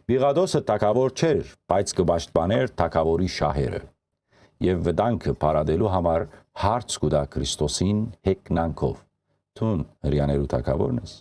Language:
Western Armenian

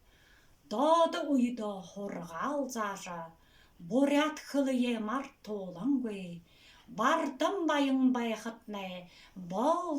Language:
Buriat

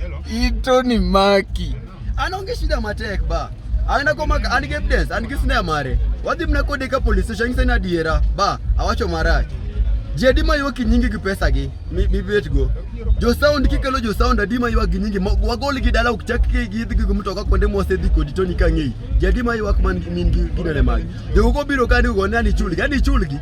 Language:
Luo (Kenya and Tanzania)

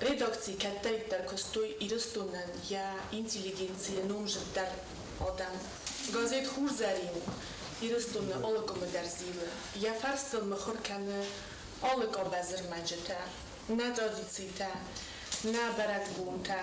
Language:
Ossetic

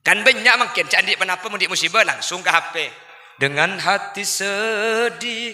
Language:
Madurese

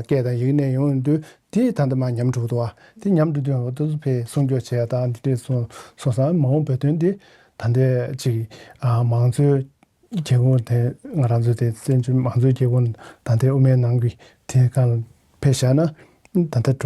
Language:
Tibetan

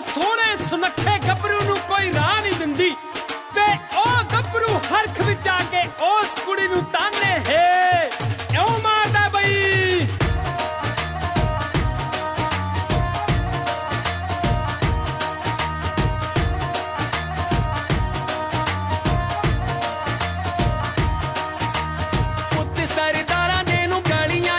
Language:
Punjabi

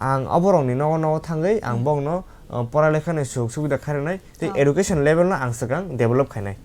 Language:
Kok Borok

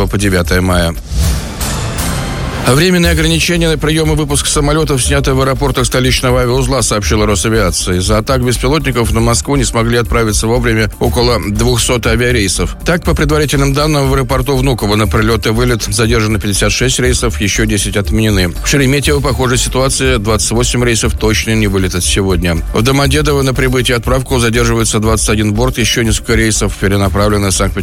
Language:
Russian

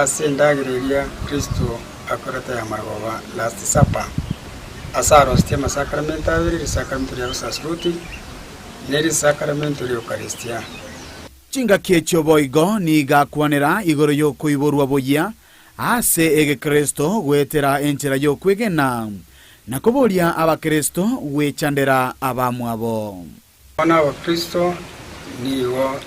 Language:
Gusii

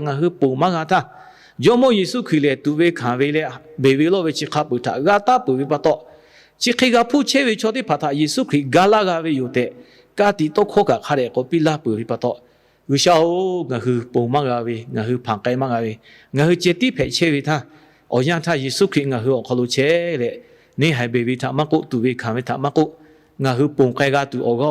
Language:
Lahu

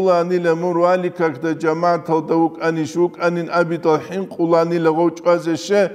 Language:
Avaric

